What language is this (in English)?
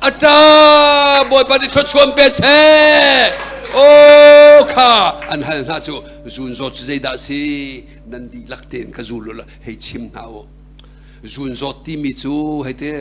Hakha Chin